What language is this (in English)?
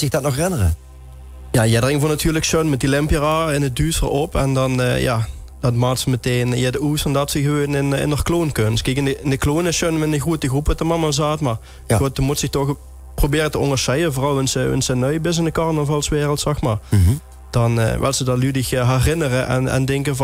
Limburgish